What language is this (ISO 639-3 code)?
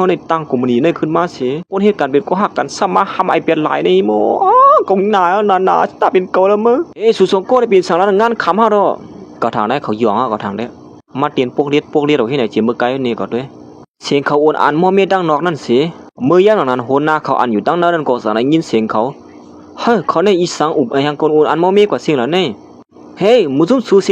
shn